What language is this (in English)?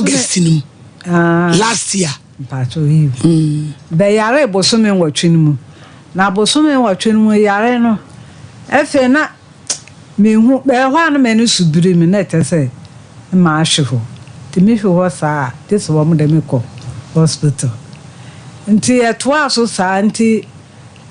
Akan